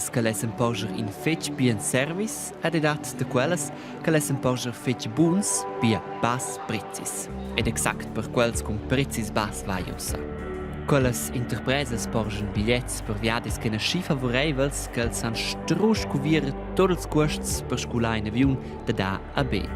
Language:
Romansh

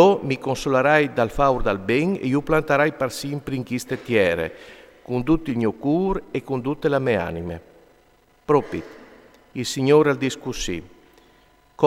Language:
Friulian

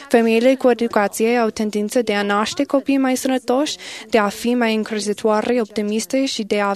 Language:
Romanian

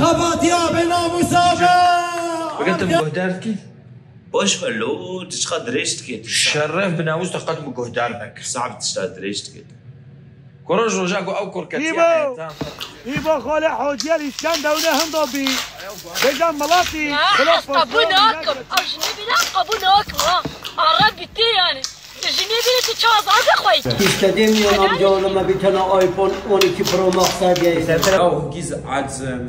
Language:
Kurdish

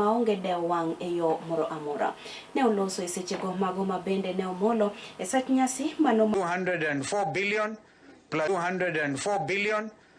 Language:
Luo (Kenya and Tanzania)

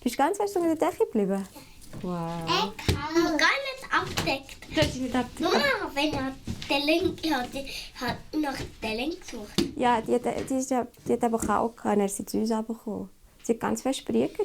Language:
Swiss German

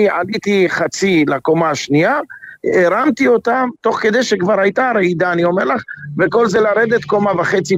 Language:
Hebrew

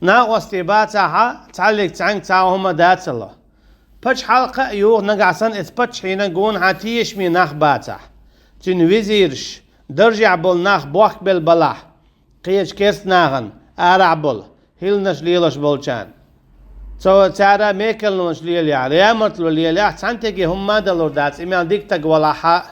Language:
Chechen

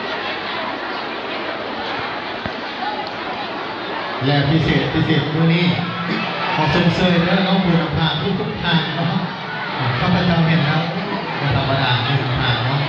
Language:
Lao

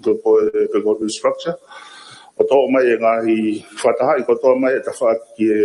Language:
Tongan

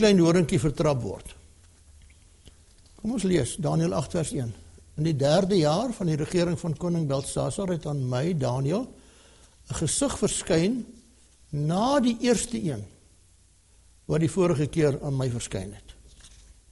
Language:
Afrikaans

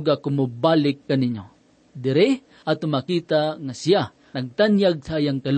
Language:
Cebuano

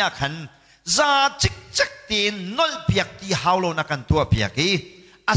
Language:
Hakha Chin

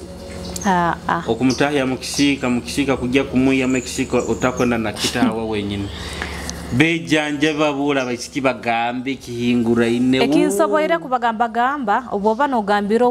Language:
Nyoro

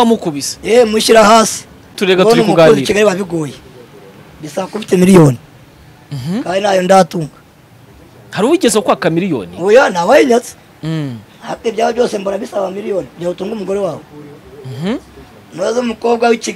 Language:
Kinyarwanda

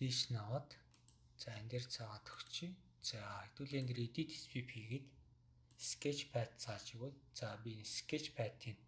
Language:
Mongolian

